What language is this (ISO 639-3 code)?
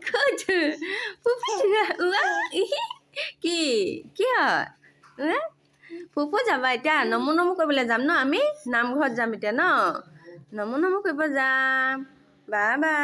asm